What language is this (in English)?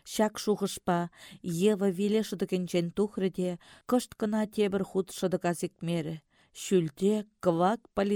Chuvash